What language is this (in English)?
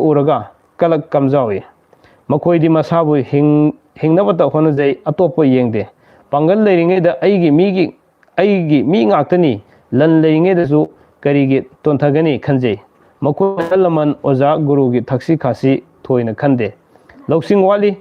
Manipuri